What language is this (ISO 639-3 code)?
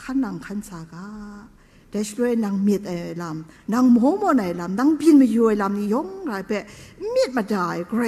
kac